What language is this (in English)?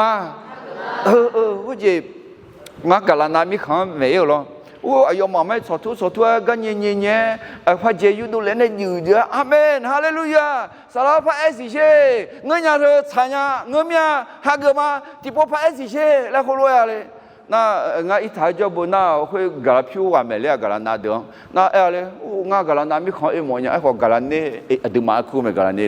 Akha